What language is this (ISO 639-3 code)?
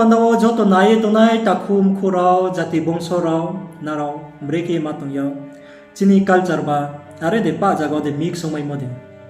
ria